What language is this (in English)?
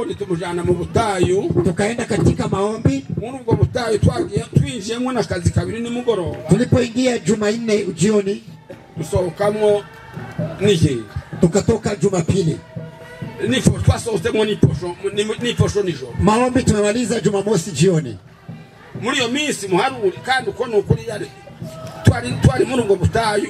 Kinyarwanda